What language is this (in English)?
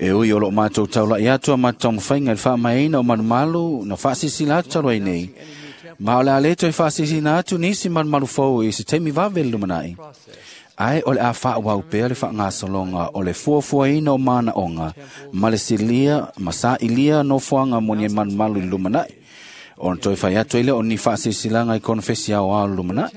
Samoan